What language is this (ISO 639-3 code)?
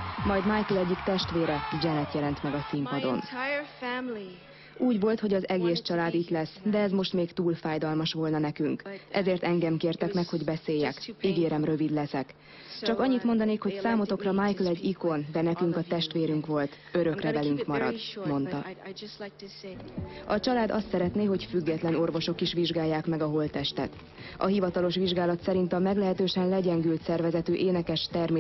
hun